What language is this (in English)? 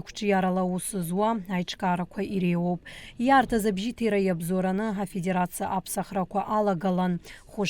Abkhazian